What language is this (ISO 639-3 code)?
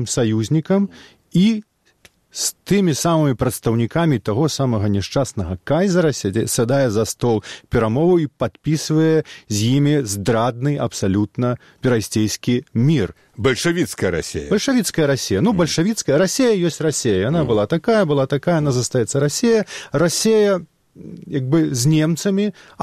bel